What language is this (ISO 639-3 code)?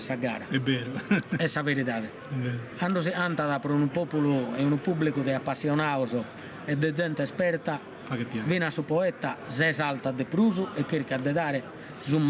srd